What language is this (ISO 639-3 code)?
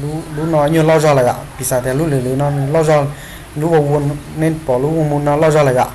hmn